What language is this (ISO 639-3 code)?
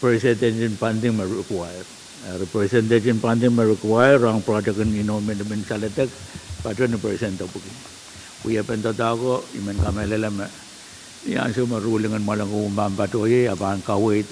pon